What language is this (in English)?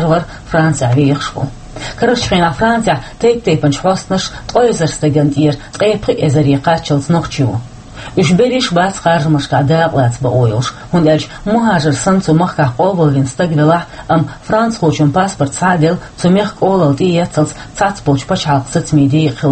Chechen